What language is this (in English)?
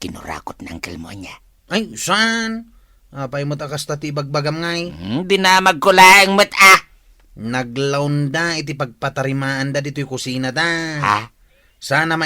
Iloko